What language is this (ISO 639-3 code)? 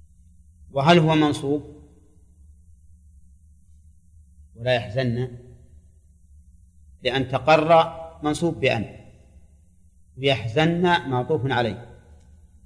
ara